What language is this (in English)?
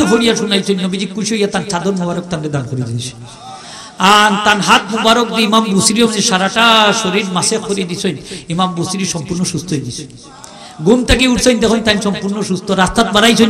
Sylheti